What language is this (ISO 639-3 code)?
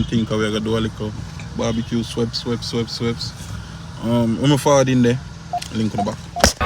jam